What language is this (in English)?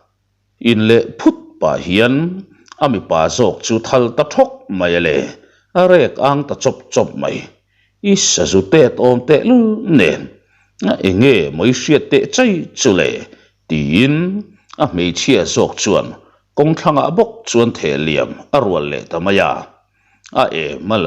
Mizo